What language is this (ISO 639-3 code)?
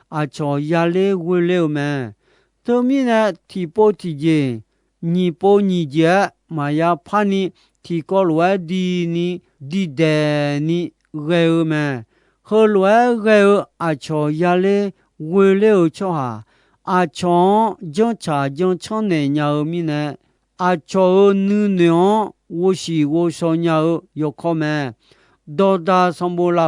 ahk